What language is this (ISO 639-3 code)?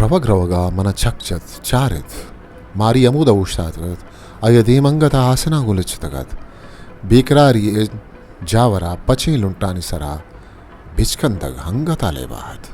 bal